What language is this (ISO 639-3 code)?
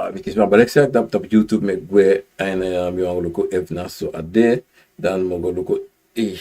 srn